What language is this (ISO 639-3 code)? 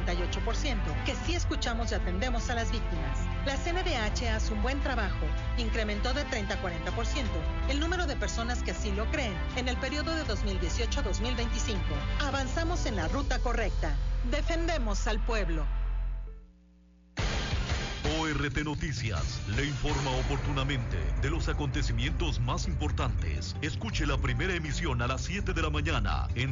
spa